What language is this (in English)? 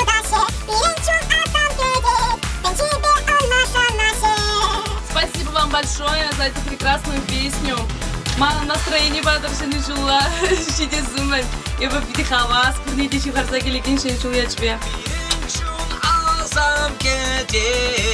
Chuvash